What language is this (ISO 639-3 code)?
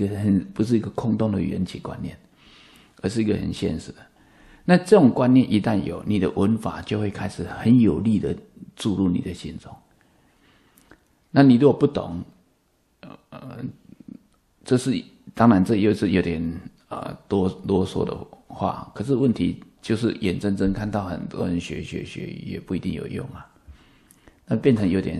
zho